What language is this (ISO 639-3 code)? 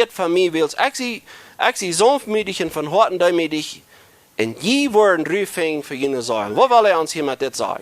pdt